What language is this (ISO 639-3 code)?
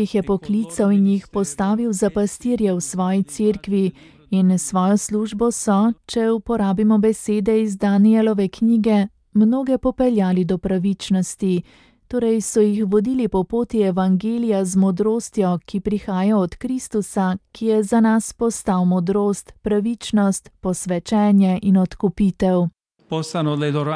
slv